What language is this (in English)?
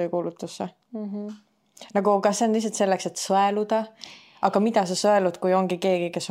Estonian